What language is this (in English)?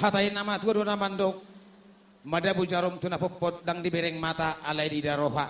Batak Toba